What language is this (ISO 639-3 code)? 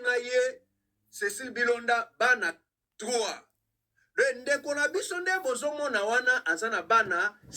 lin